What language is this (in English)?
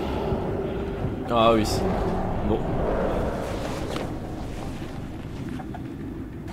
French